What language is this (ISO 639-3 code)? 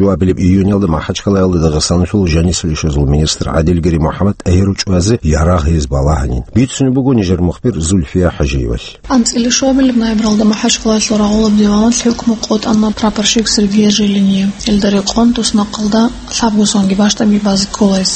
ava